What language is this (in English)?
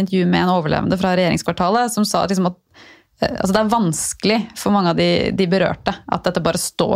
Norwegian